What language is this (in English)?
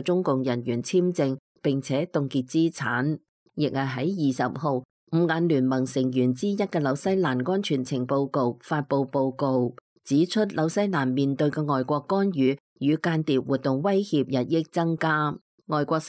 Cantonese